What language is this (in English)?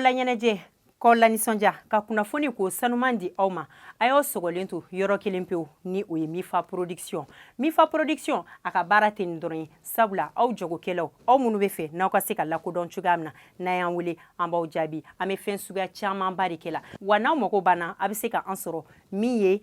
Bambara